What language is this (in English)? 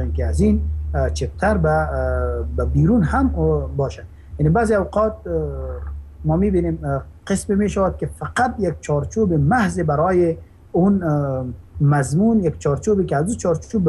Persian